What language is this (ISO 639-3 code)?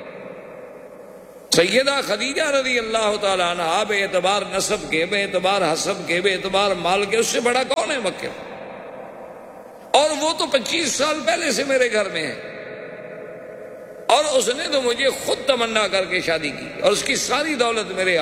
urd